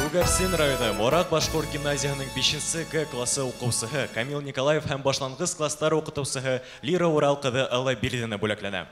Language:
Bashkir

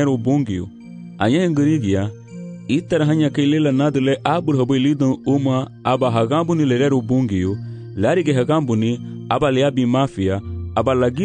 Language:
Garifuna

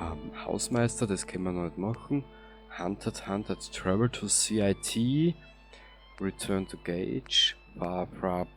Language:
Bavarian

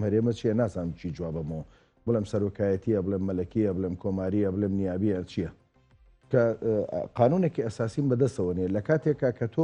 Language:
Central Kurdish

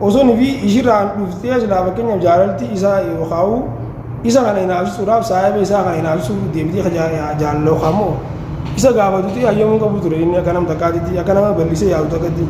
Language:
Oromo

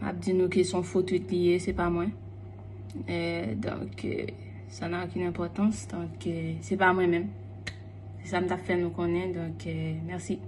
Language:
Haitian Creole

